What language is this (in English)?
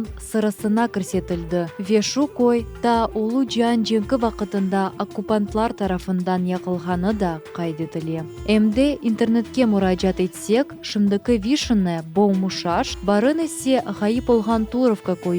Crimean Tatar